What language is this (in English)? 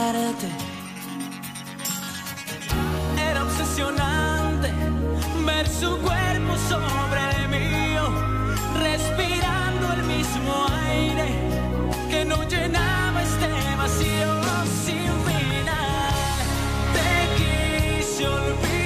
Spanish